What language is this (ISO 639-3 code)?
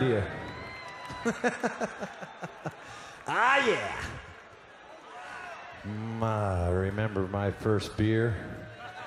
eng